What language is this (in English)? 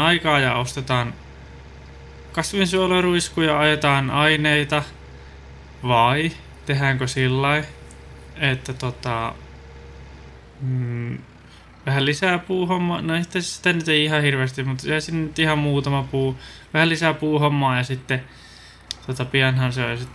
Finnish